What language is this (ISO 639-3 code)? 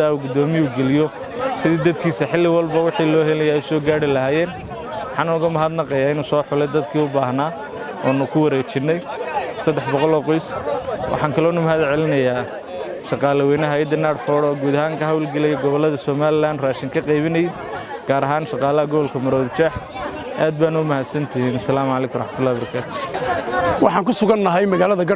som